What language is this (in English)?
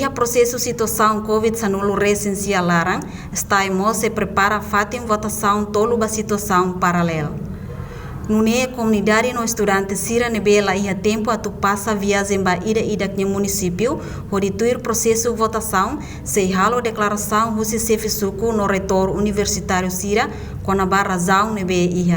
Tetum